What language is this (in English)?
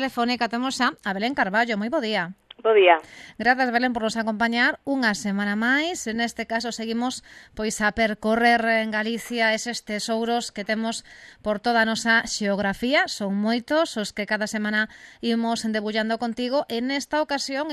Galician